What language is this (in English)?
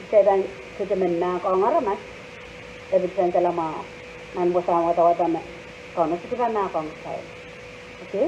Pohnpeian